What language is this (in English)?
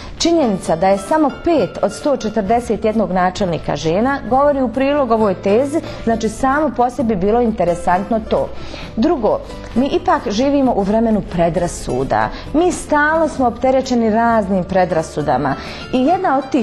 Bosnian